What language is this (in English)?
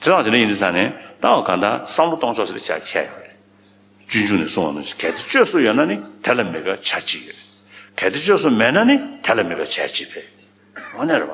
Tibetan